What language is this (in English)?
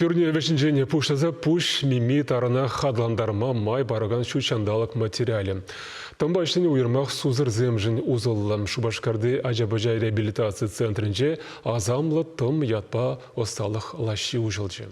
Chuvash